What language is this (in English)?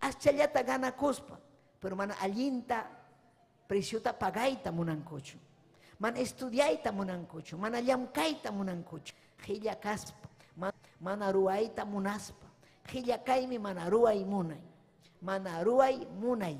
Ayacucho Quechua